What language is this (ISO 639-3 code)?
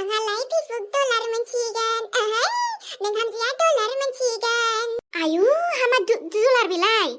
brx